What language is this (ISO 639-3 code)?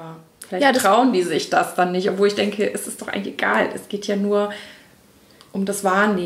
deu